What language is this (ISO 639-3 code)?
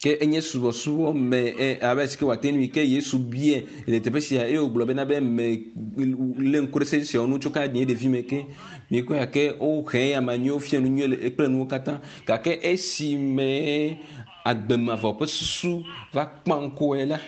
ewe